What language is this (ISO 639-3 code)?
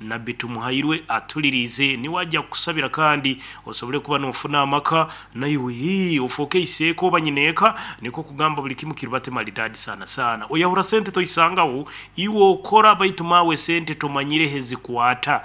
nyn